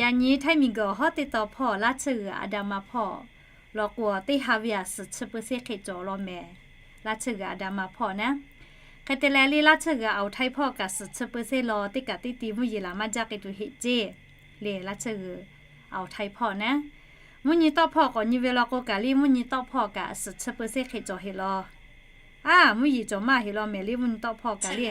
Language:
Lahu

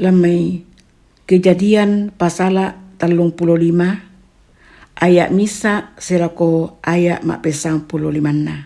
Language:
Toraja-Sa'dan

